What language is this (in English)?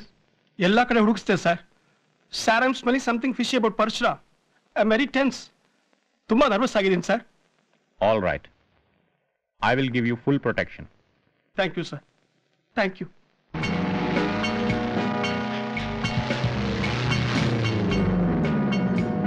Kannada